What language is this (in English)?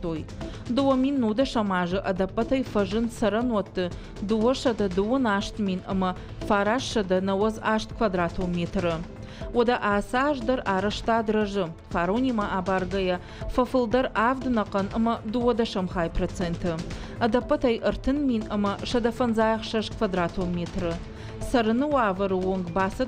Ossetic